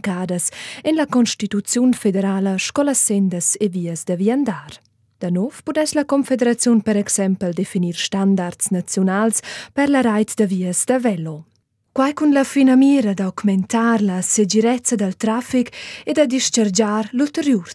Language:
Romansh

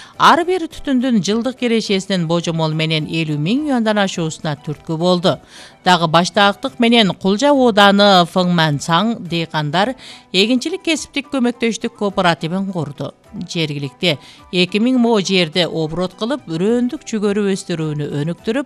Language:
Kyrgyz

